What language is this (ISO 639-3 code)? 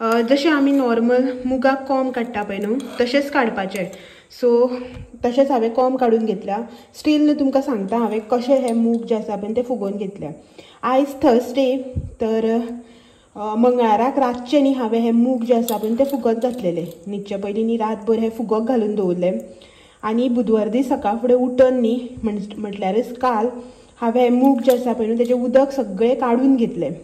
kok